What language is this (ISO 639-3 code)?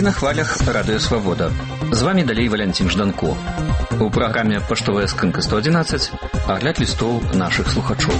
bel